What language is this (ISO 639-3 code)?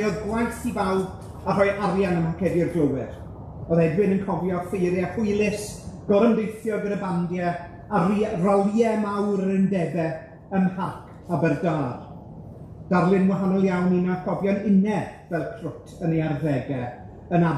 cym